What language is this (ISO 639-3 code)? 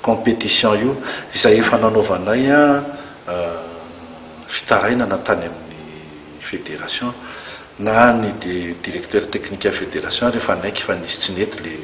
mlg